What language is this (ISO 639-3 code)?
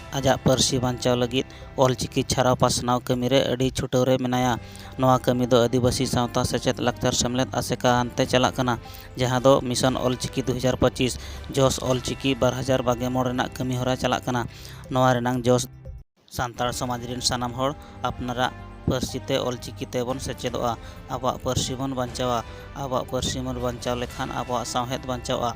sat